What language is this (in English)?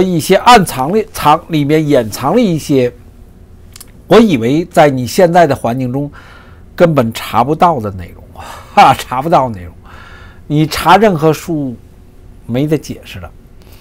Chinese